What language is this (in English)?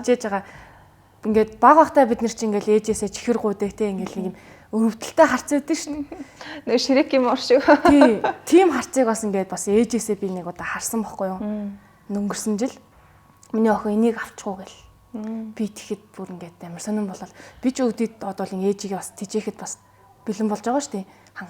Mongolian